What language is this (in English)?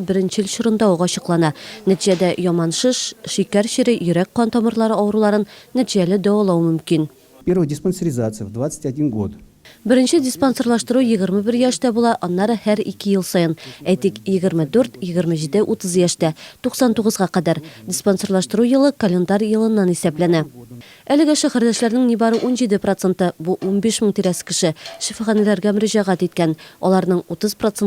Tatar